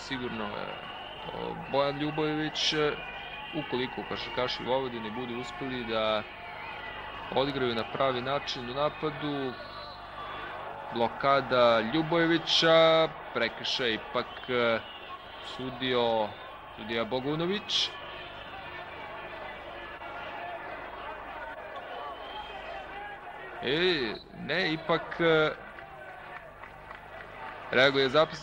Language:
Serbian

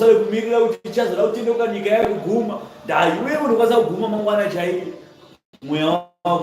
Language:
Shona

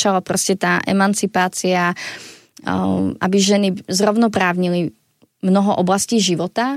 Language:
Slovak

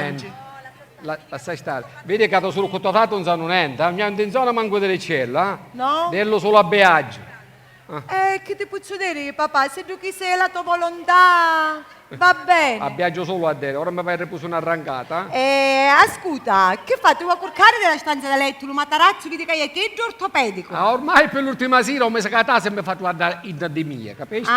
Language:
Sicilian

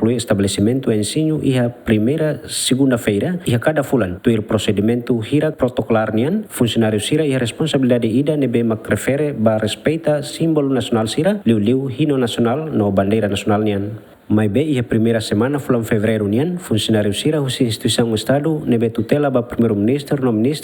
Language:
Tetum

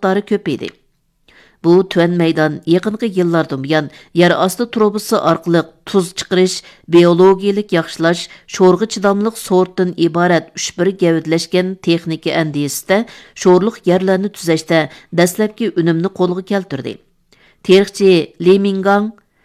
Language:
Uyghur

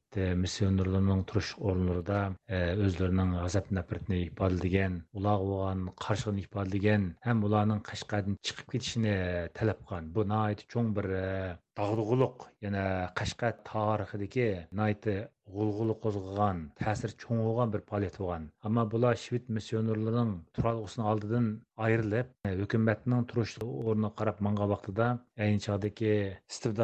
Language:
Uyghur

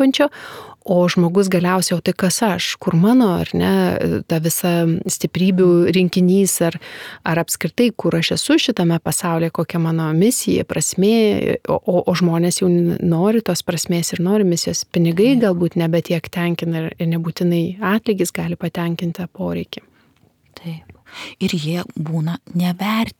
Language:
Lithuanian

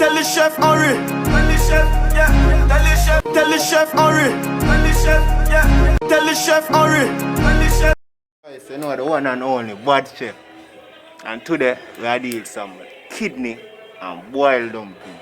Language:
Jamaican Creole English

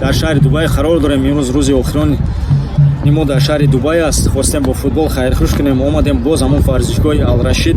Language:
Tajik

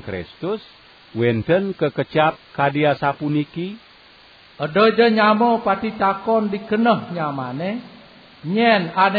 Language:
Balinese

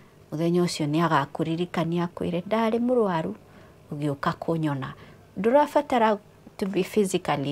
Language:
Kikuyu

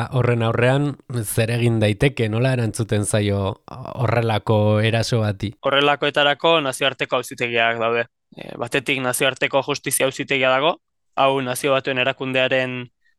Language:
Basque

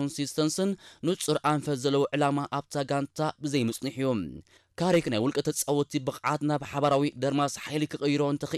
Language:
Tigrinya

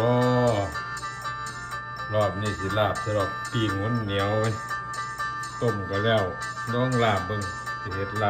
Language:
Lao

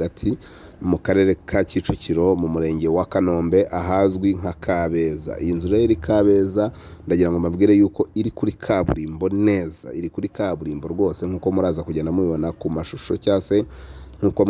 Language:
Kinyarwanda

